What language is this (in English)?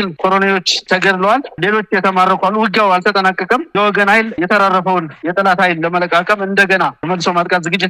Amharic